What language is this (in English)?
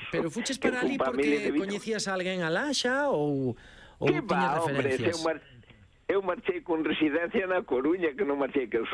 Galician